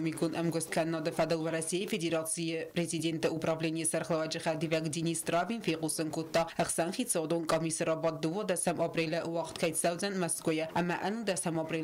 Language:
Ossetic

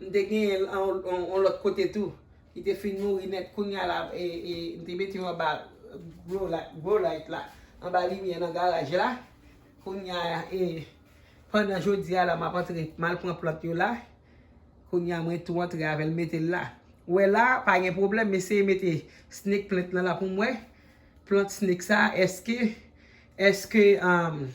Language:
Haitian Creole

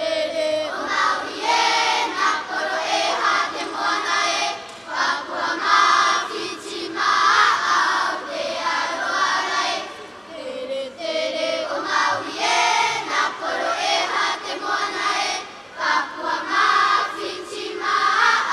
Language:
Tahitian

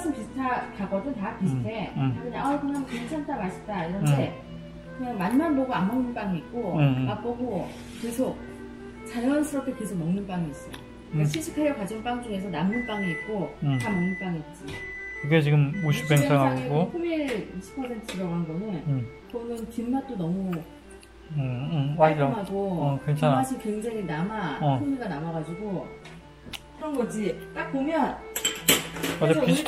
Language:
Korean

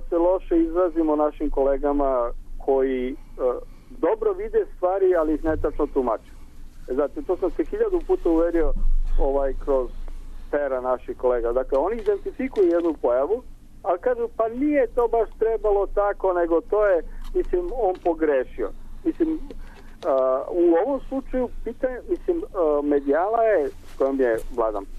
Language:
Serbian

